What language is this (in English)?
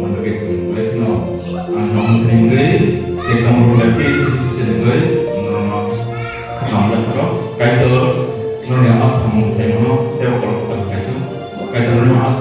Kok Borok